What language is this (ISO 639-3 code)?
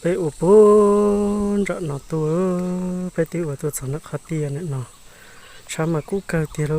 hmn